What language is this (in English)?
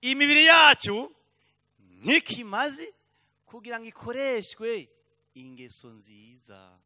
Rundi